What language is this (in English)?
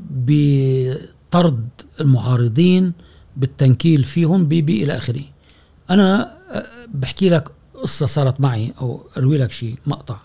Gulf Arabic